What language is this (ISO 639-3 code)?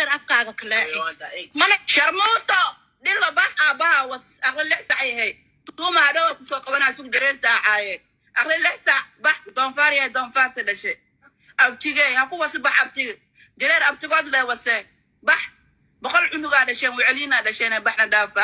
som